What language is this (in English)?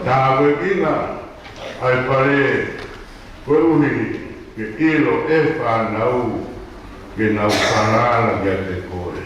Tongan